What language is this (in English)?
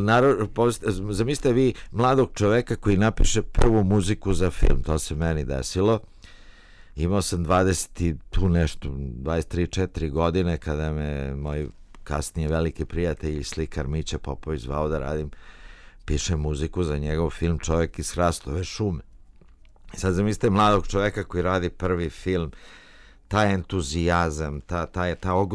Serbian